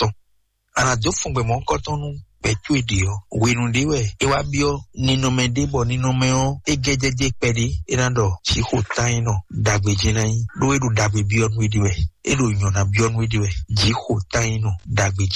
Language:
Fon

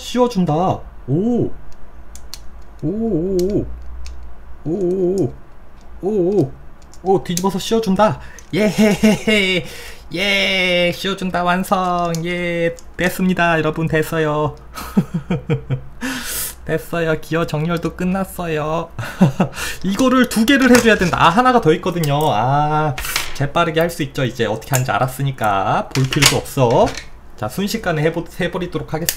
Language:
Korean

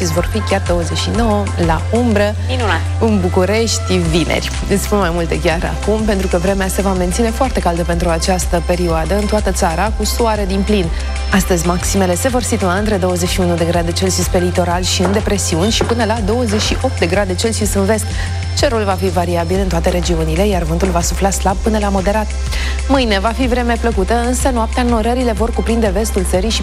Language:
Romanian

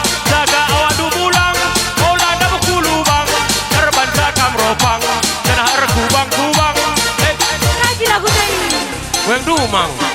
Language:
Batak Karo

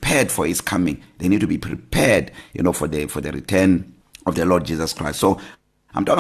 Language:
English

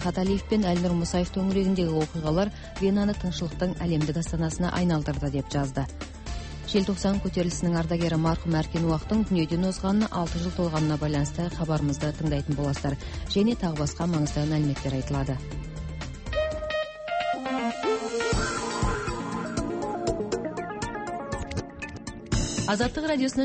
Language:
Kazakh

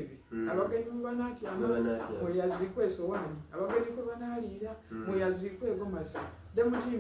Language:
Soga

